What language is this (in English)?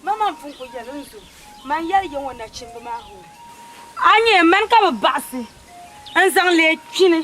Dagbani